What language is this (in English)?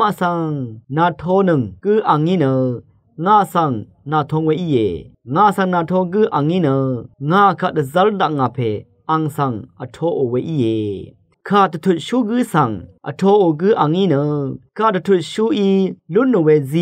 Rawang